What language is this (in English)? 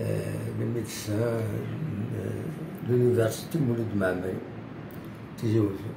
Kabyle